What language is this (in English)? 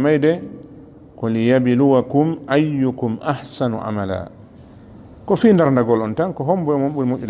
Fula